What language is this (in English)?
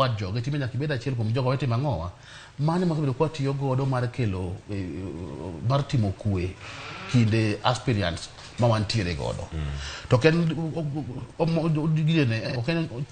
Luo (Kenya and Tanzania)